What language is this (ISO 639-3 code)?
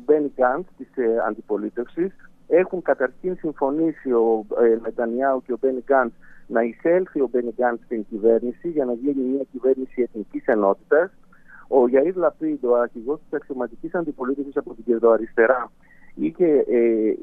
ell